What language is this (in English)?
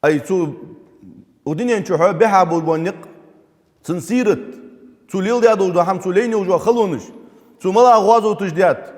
Ingush